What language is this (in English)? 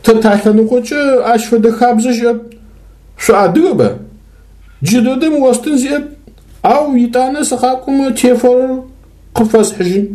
Adyghe